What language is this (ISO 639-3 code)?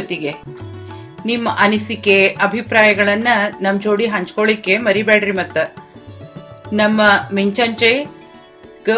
kan